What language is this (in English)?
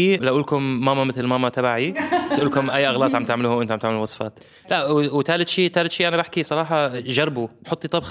North Levantine Arabic